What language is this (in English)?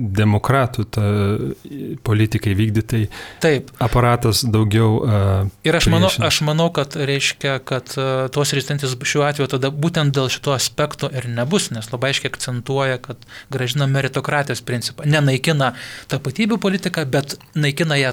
Lithuanian